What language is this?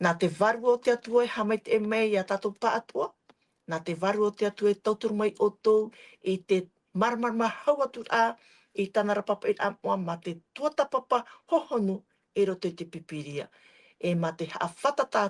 Tahitian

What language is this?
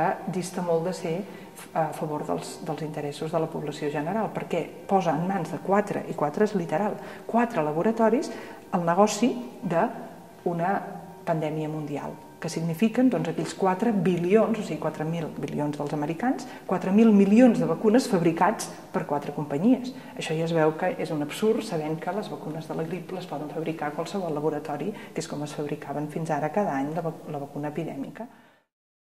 Catalan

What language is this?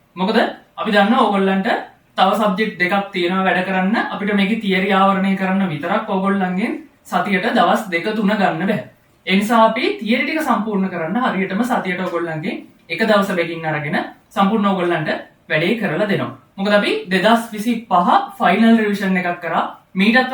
Sinhala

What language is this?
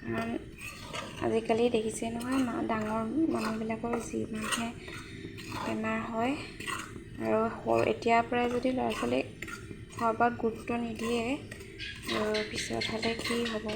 Assamese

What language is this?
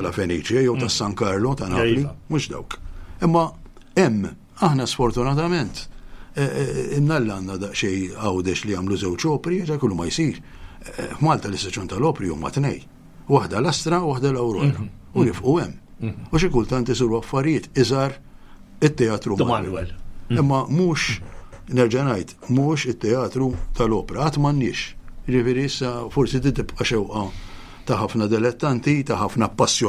Maltese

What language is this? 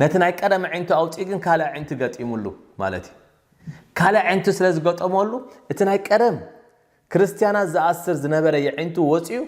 Tigrinya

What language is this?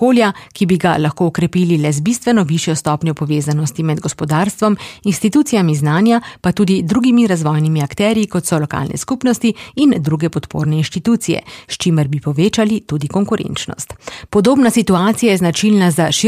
Slovenian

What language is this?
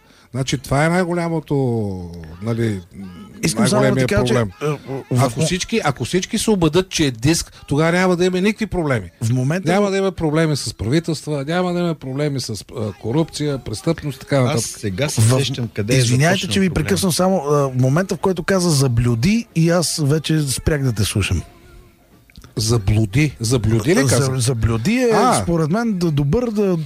Bulgarian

